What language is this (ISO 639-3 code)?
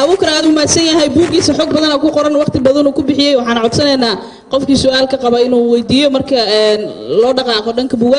som